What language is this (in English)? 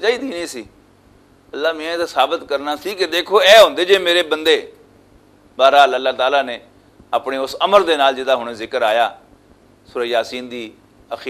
Western Panjabi